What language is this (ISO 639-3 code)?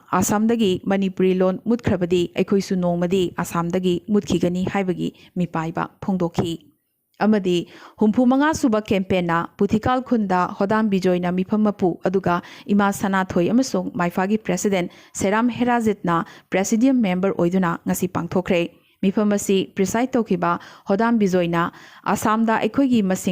mni